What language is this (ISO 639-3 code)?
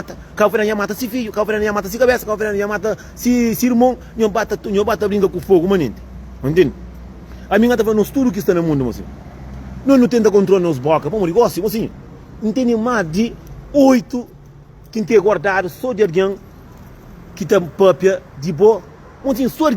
kea